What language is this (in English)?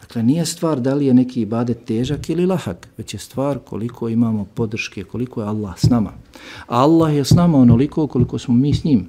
Bosnian